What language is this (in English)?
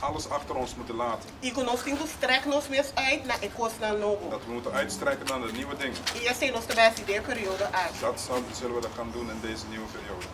Papiamento